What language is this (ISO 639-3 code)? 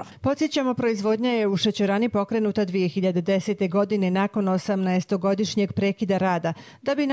bos